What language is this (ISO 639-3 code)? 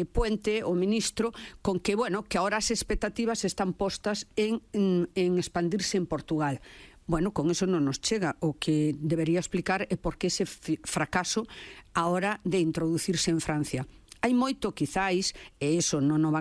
glg